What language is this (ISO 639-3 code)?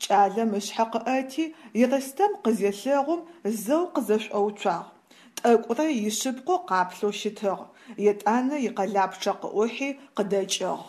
ady